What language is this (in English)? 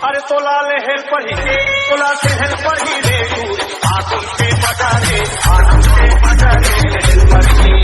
Chhattisgarhi